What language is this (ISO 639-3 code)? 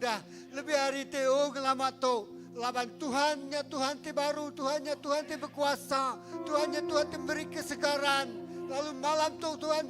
iba